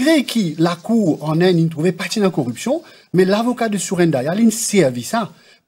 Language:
French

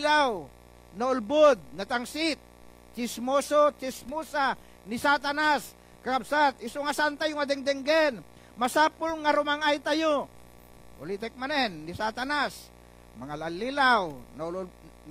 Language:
Iloko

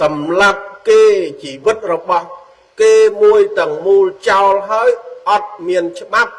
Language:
Khmer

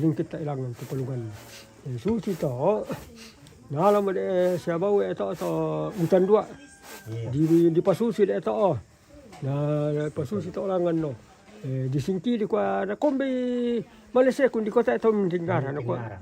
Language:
Toraja-Sa'dan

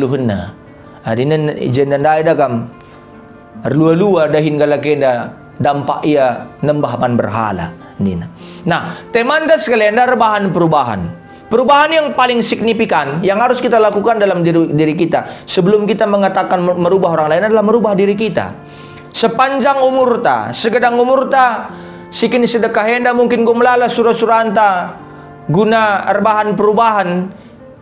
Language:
Batak Karo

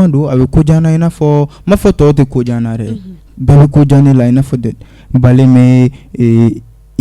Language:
Bambara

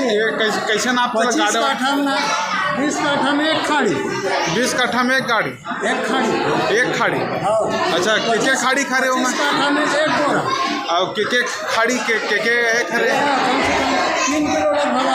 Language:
Chhattisgarhi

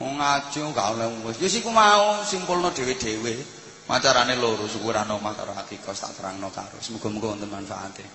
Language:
Javanese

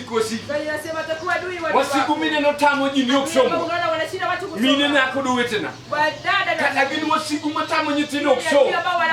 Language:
Luo (Kenya and Tanzania)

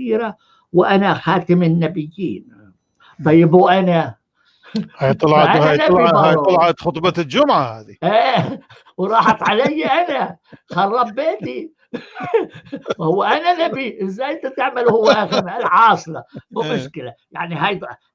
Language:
North Levantine Arabic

